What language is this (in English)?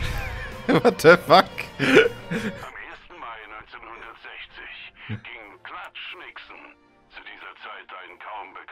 German